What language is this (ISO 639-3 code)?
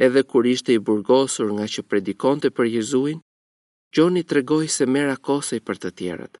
sqi